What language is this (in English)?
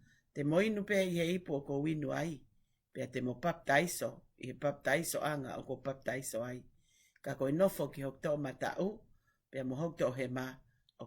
Tongan